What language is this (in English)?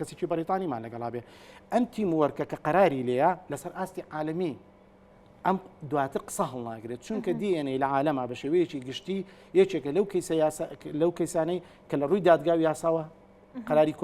Central Kurdish